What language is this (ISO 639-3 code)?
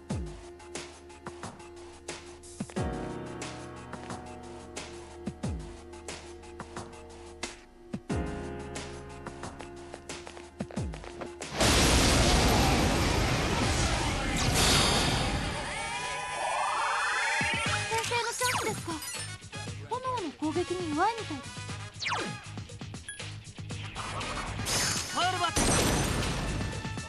jpn